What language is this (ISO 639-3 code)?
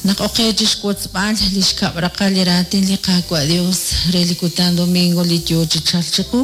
kek